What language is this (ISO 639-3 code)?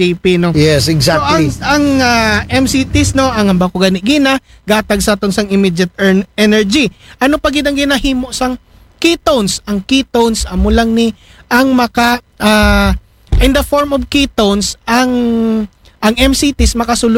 akl